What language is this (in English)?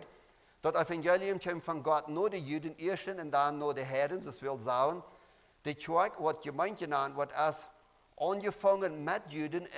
Plautdietsch